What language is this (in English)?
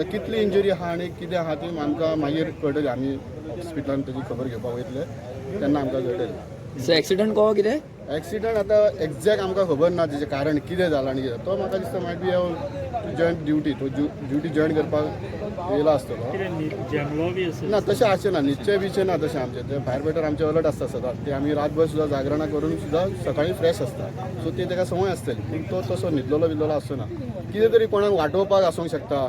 Konkani